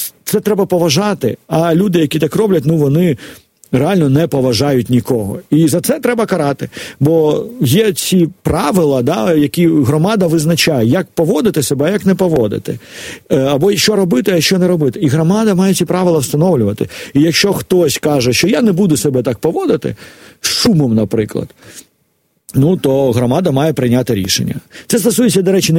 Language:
Ukrainian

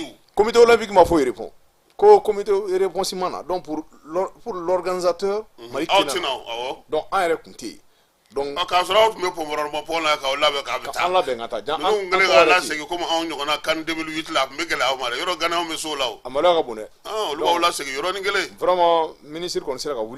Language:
Bambara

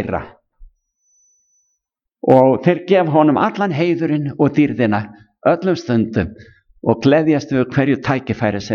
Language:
Icelandic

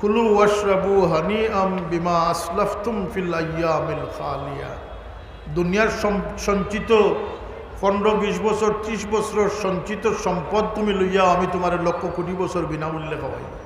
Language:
Sylheti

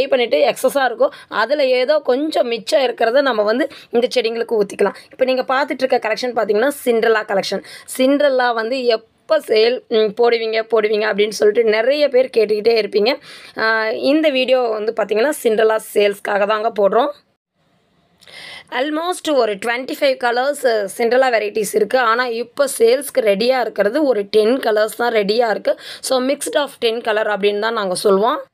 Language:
Tamil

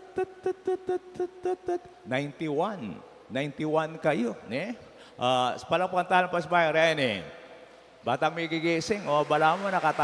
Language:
Pampanga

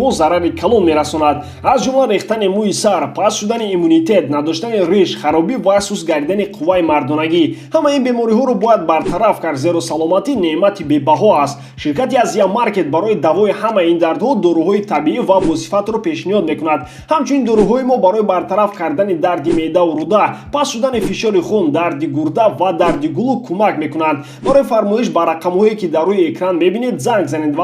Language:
Tajik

